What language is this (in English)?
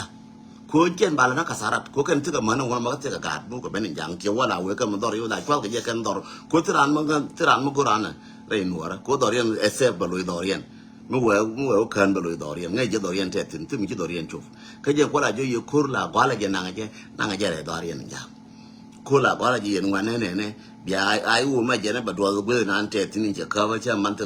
Nuer